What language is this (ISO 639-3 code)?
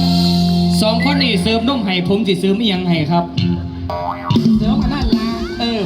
tts